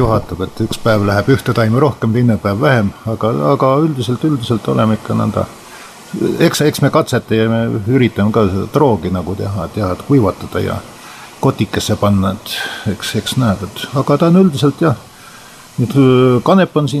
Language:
Estonian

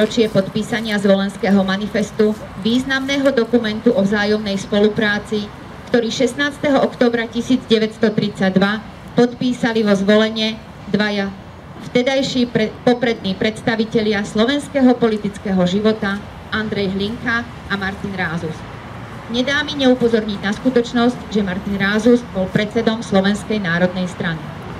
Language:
Slovak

